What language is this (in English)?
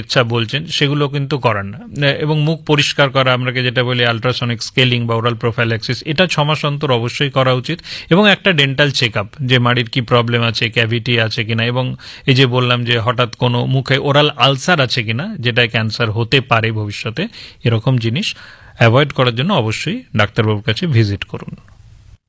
Bangla